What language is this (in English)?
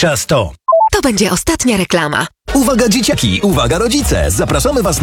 Polish